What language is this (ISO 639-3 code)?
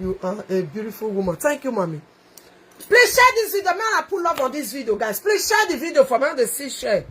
pcm